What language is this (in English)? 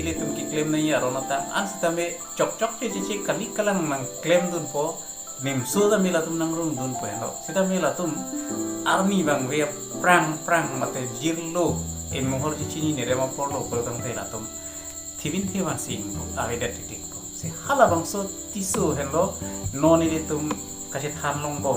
Karbi